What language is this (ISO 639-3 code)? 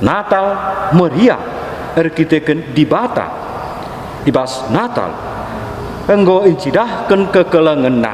btx